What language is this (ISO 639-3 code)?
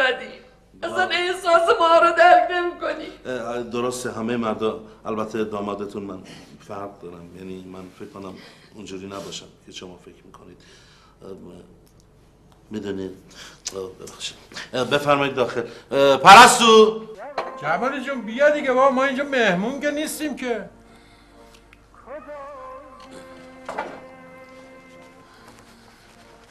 fas